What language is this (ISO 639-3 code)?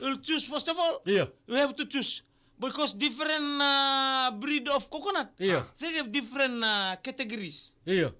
fij